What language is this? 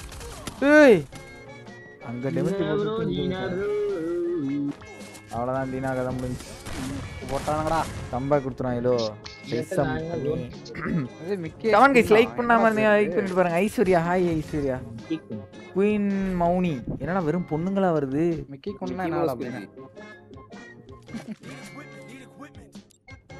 Tamil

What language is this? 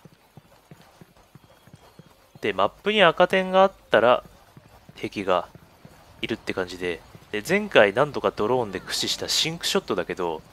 Japanese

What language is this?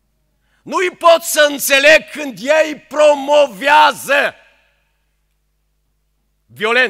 Romanian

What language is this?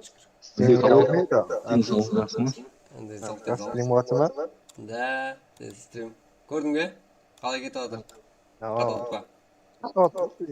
Kara-Kalpak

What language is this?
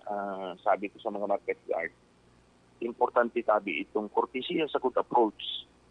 Bikol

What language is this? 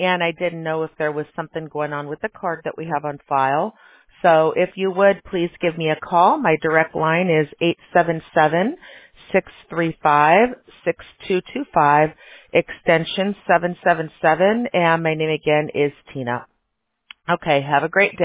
English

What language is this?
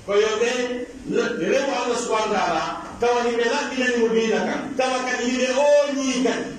Pular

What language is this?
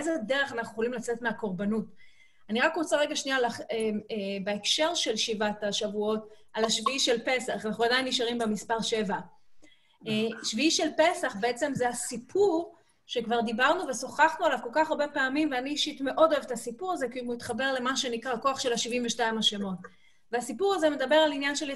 Hebrew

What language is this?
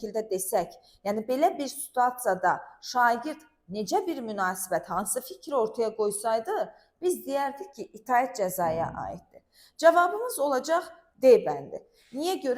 Azerbaijani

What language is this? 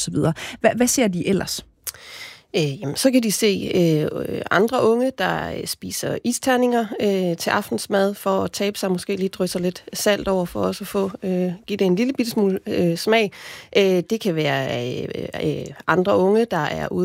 Danish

